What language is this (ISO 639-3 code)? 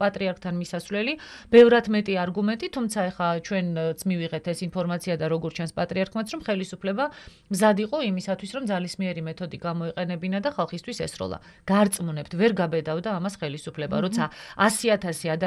kat